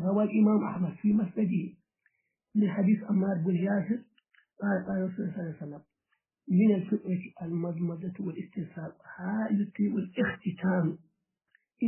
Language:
Fula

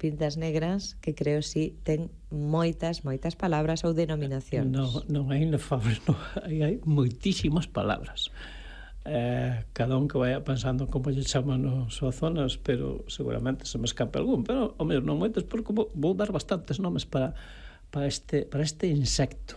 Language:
Galician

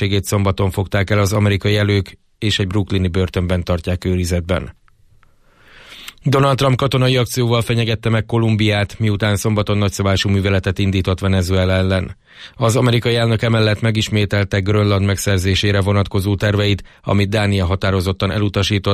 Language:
Hungarian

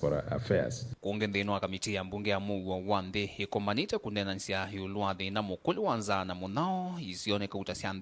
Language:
Kamba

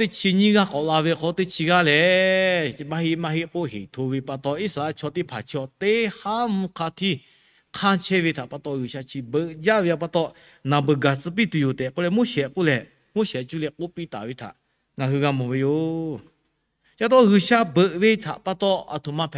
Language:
Lahu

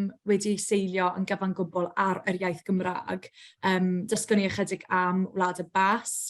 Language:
Welsh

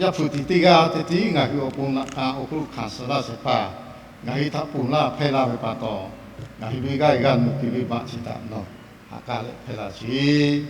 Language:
Lahu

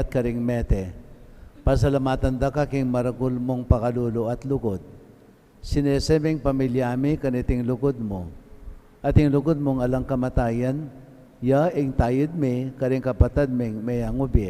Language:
Pampanga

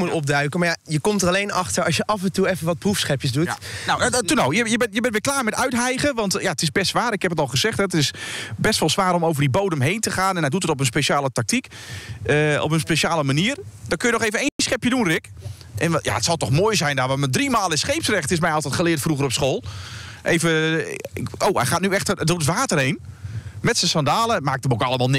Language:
Dutch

